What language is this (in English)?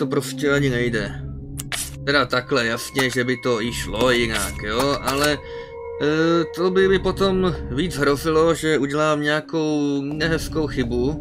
Czech